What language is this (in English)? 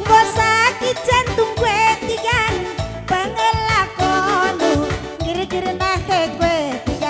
Batak Karo